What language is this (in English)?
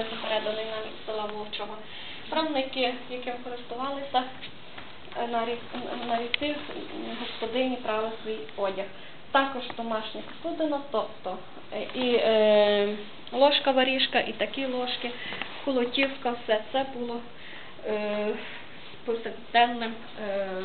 Ukrainian